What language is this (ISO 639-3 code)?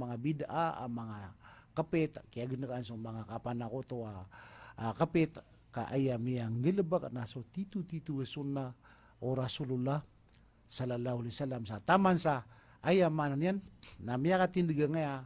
mrw